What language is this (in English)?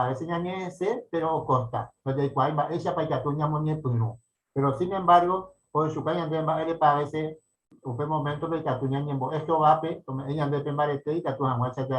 Guarani